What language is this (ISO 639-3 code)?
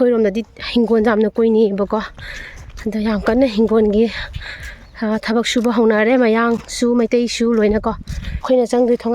mni